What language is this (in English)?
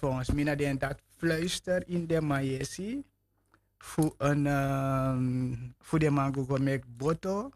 Sranan Tongo